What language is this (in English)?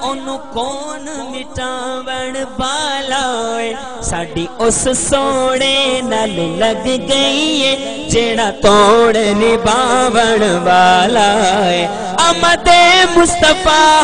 Saraiki